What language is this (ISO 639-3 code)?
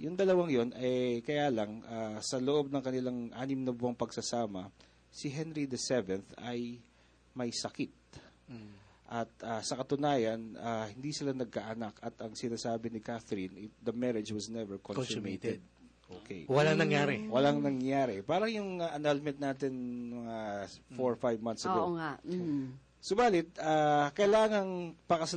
fil